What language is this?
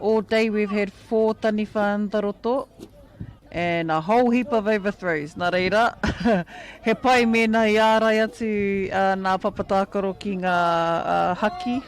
Māori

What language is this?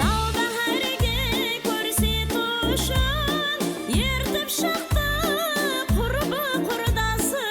Kara-Kalpak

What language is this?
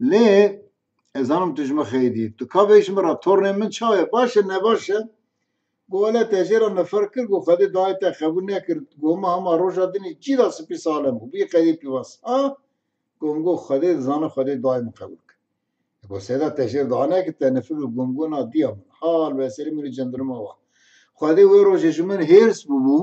Kurdish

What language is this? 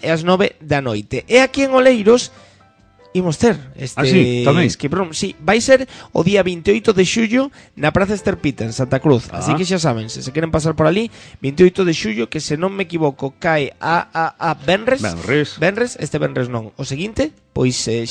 Galician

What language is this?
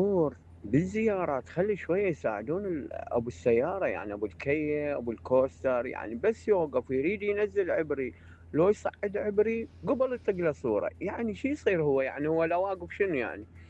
Mesopotamian Arabic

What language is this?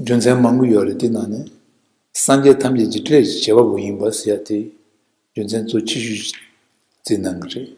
Tibetan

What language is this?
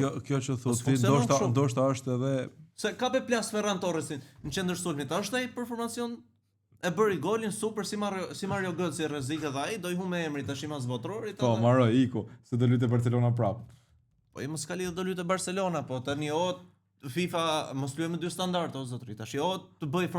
Albanian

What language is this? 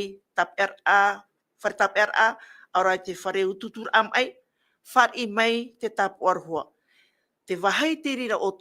Tahitian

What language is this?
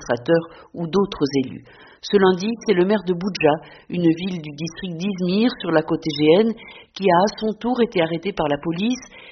French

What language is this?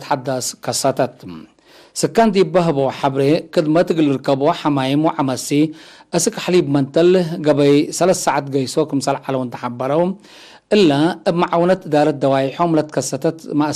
Tigre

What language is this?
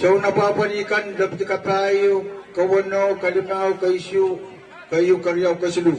Pohnpeian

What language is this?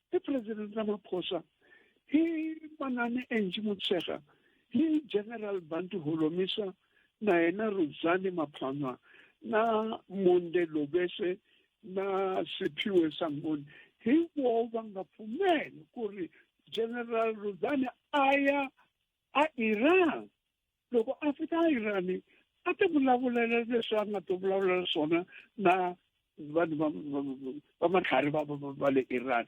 Tsonga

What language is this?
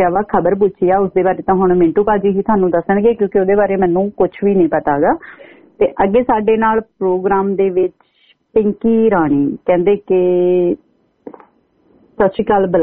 Punjabi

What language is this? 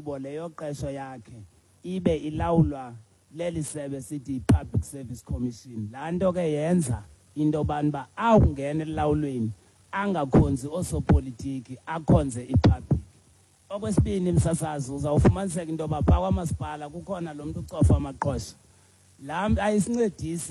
Xhosa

